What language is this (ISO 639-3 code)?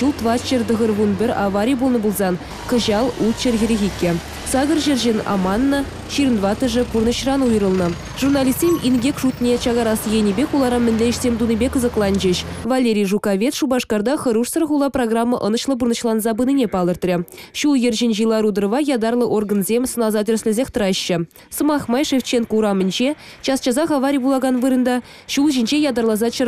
chv